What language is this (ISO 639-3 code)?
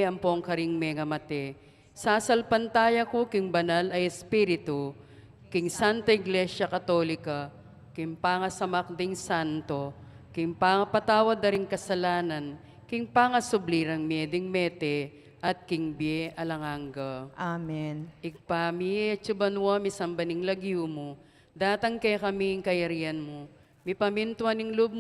pam